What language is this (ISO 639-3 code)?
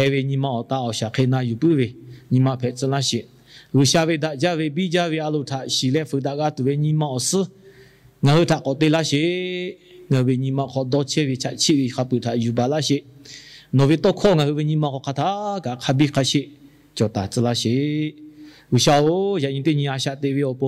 lhu